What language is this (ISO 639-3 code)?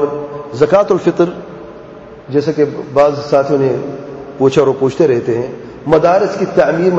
urd